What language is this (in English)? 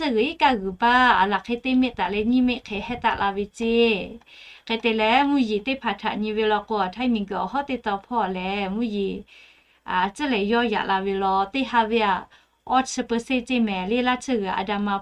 Lahu